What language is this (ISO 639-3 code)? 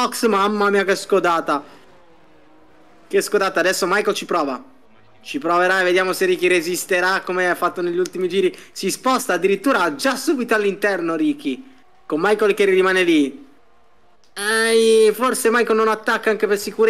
ita